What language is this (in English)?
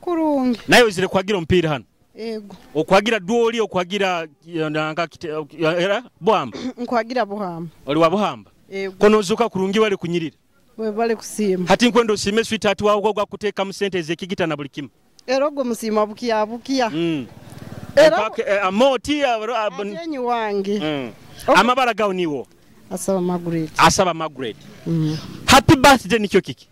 Nyoro